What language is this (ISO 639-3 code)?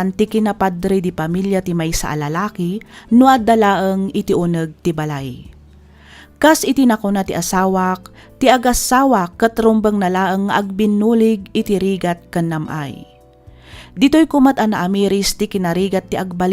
ilo